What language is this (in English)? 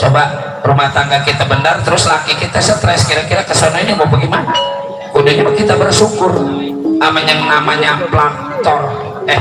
Betawi